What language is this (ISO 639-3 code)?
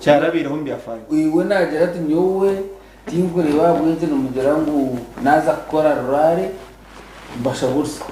nyn